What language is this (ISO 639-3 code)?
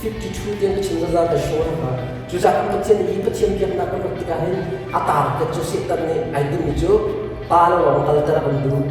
cnh